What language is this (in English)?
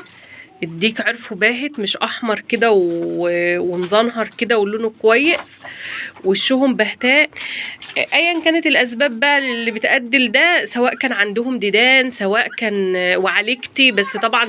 Egyptian Arabic